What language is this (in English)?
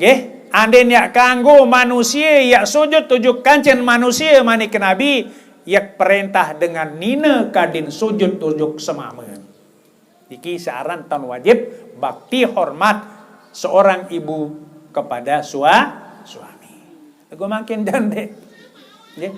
Sasak